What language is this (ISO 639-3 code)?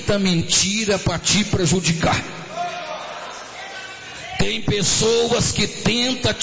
por